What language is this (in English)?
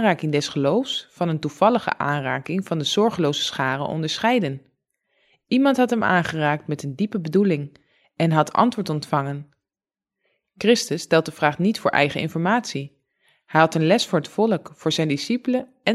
Dutch